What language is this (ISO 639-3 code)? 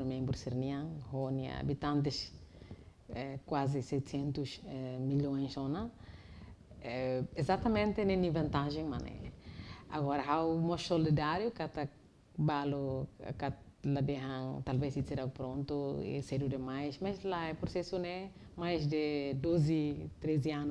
tet